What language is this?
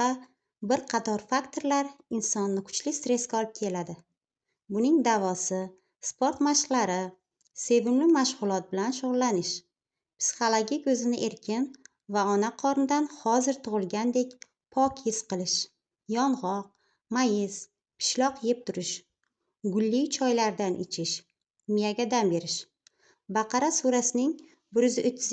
Uzbek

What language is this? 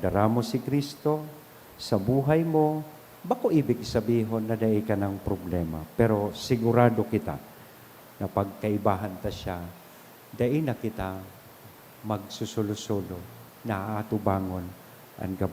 Bikol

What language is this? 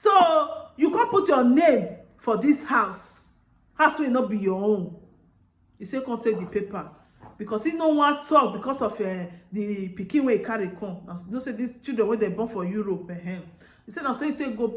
Nigerian Pidgin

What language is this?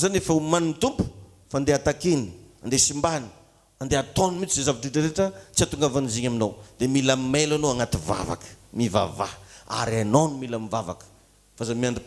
Malagasy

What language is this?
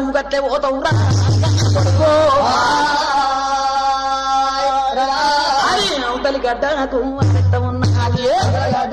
Telugu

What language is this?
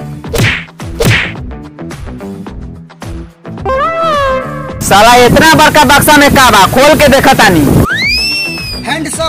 Bhojpuri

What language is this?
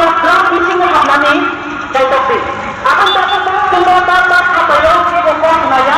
Kok Borok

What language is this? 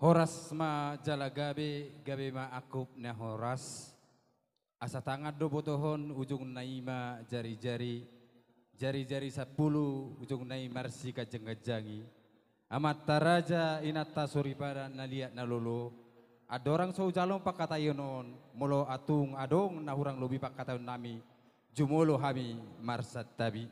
Batak Toba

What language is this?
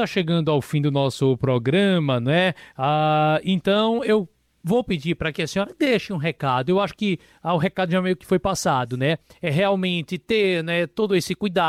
Portuguese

